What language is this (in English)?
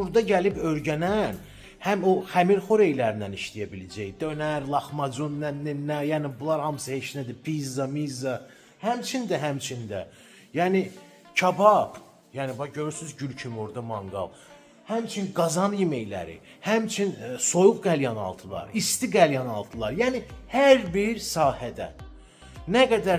Azerbaijani